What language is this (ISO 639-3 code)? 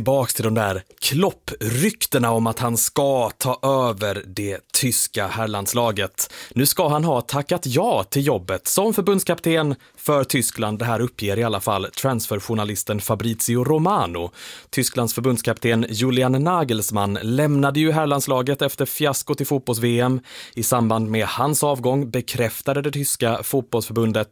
swe